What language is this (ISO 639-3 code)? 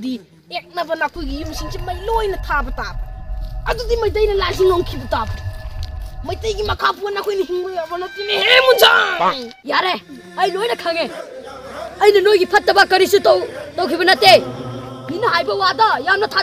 mni